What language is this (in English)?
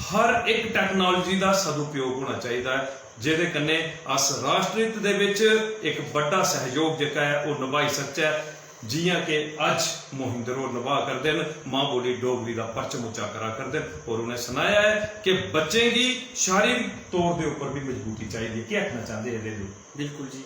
Dogri